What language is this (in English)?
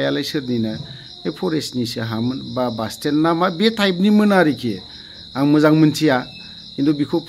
Bodo